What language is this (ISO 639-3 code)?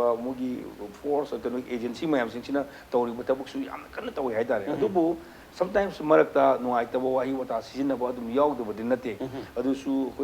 mni